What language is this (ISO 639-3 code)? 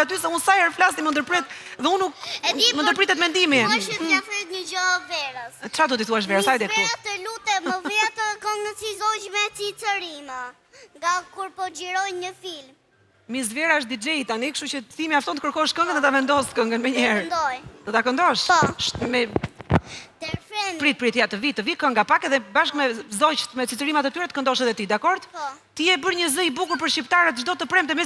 sqi